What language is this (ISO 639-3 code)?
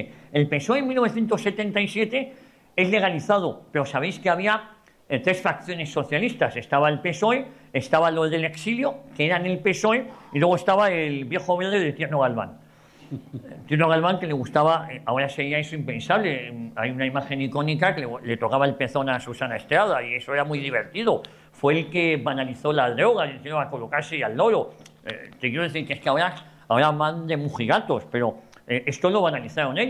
spa